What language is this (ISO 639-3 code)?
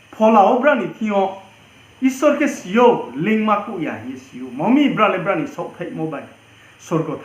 ria